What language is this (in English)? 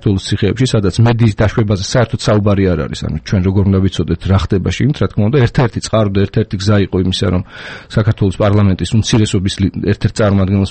Georgian